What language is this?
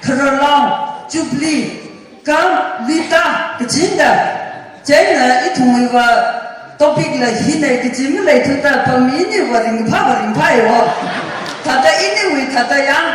Tangkhul Naga (India)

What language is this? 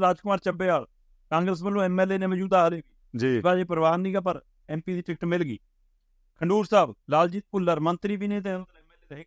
Punjabi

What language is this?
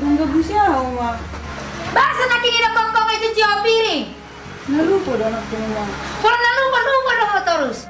Batak Toba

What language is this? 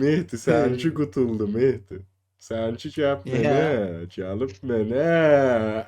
South Azerbaijani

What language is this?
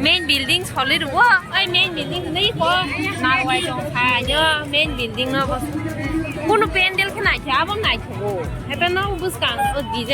Kok Borok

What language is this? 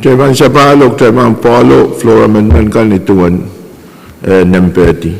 Pohnpeian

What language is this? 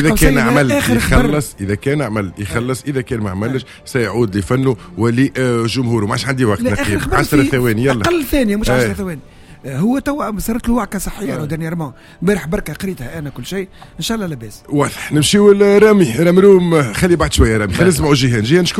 Tunisian Arabic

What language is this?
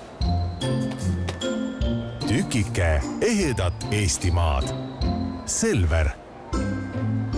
Estonian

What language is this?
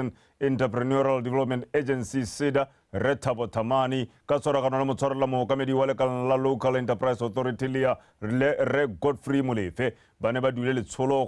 Tswana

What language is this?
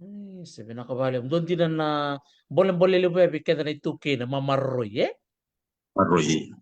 Fijian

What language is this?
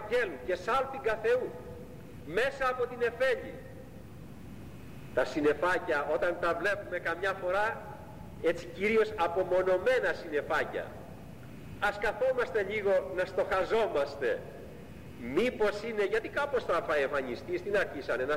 Greek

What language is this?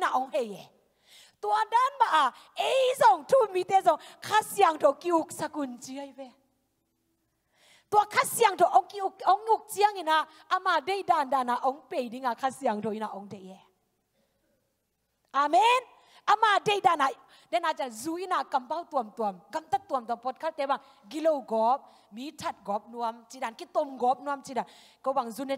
Thai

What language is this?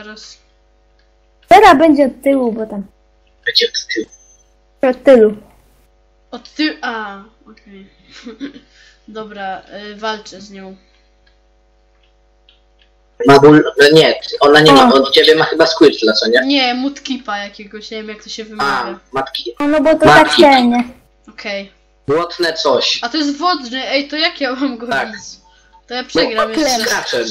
Polish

